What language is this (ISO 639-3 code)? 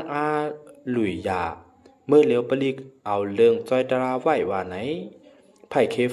shn